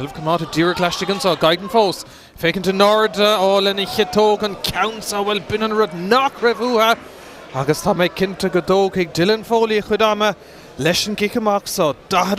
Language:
Irish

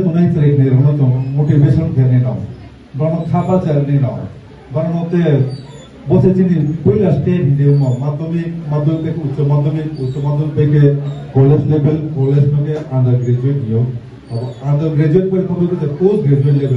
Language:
Riang (India)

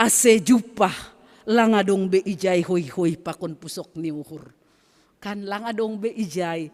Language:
Batak Simalungun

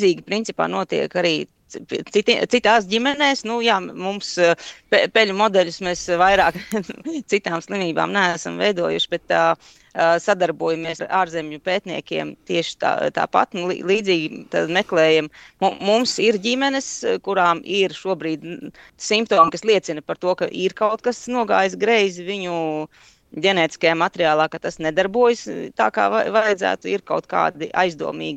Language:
Latvian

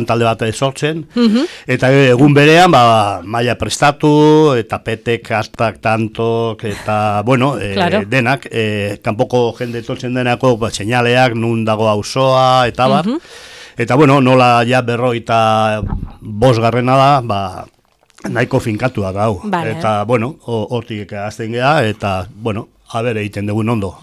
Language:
Basque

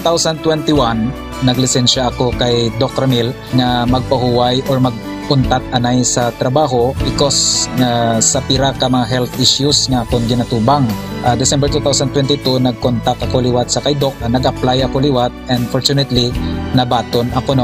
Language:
Hiligaynon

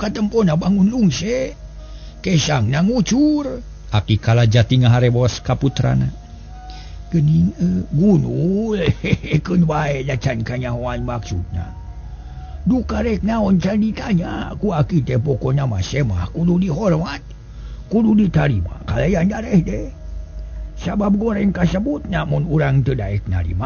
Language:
Sundanese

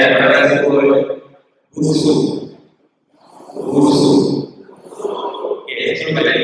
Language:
Malay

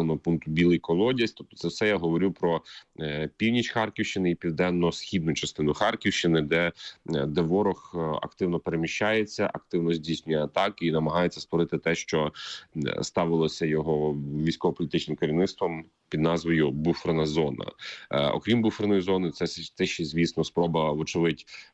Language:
Ukrainian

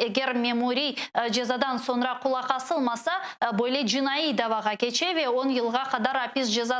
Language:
Crimean Tatar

